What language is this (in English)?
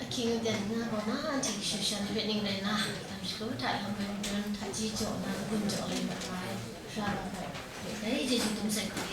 Kachin